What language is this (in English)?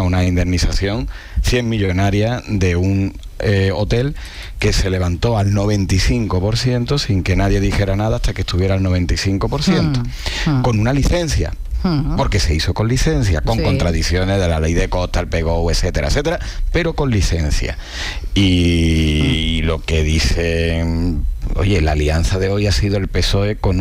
Spanish